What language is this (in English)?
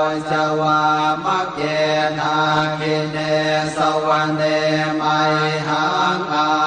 Pali